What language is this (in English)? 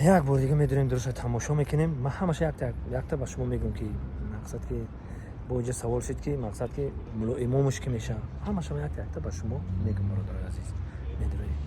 Tajik